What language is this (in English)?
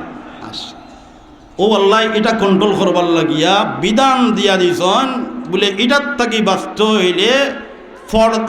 Sylheti